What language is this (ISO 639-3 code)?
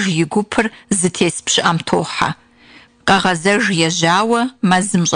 kbd